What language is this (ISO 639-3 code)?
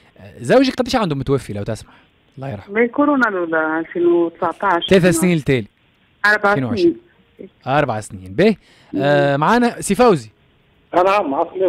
aeb